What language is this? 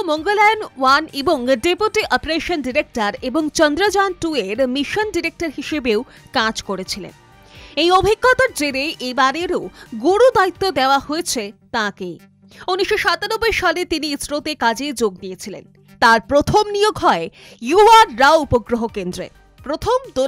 Bangla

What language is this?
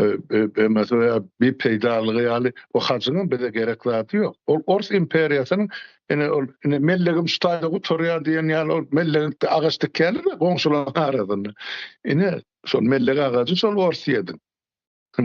Turkmen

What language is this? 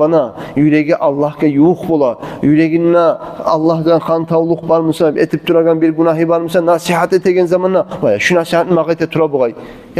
Kumyk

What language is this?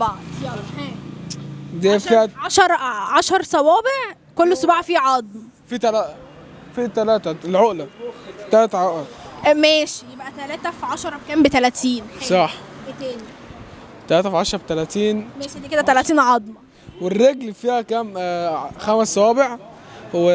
Egyptian Arabic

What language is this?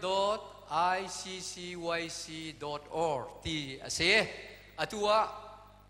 Hakha Chin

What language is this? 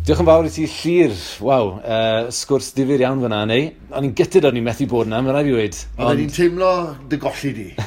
Welsh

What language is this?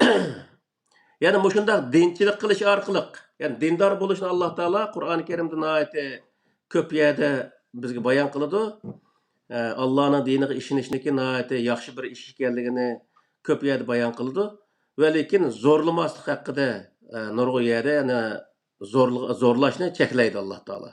Uyghur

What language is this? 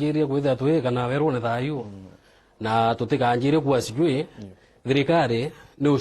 Meru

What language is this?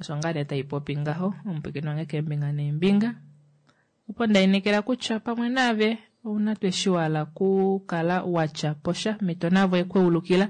Kuanyama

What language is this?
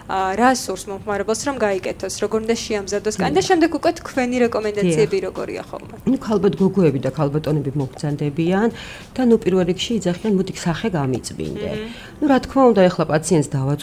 Georgian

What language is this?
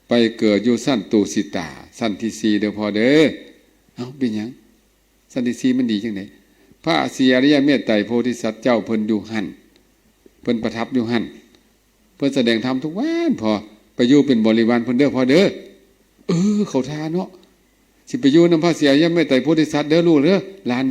Lao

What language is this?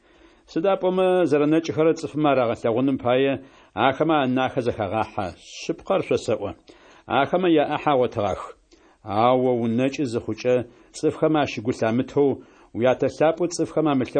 Adyghe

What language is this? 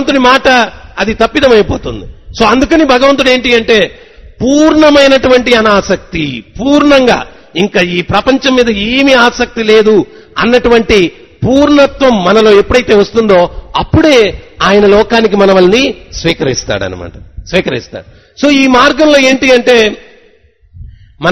Telugu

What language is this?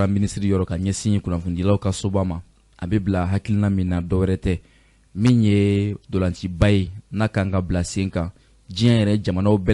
Bambara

